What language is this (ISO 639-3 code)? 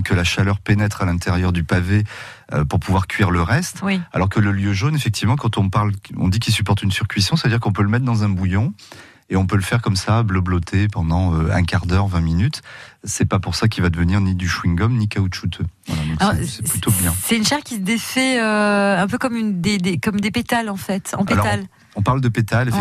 fra